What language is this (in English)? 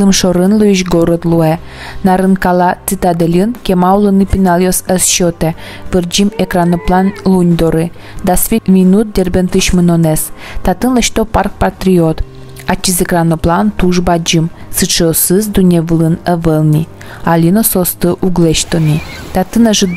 Udmurt